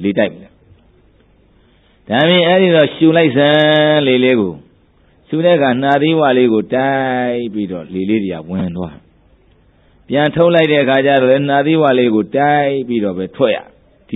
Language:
Burmese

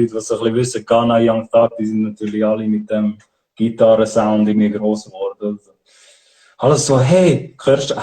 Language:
Swiss German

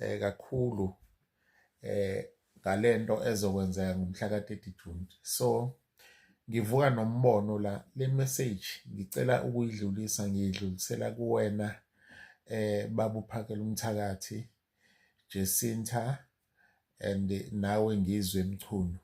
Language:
Zulu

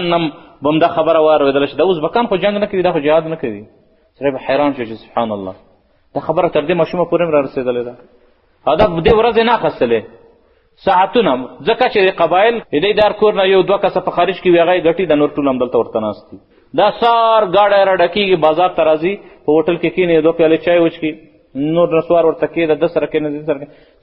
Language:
Pashto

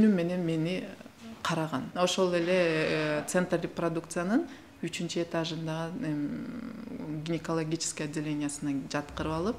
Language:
Kyrgyz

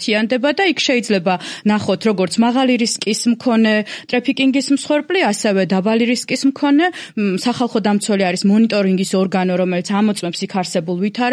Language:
Georgian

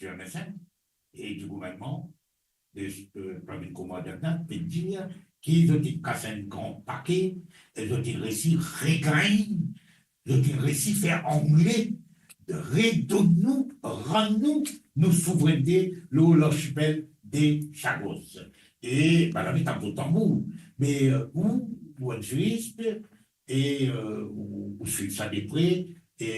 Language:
Morisyen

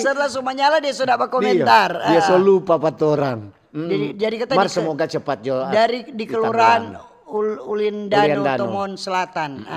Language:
Manado Malay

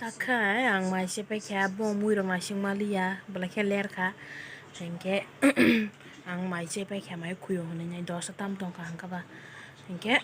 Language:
Kok Borok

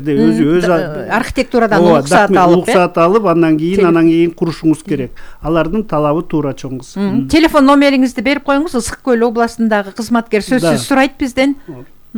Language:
Kyrgyz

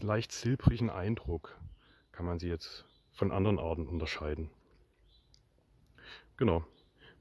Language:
German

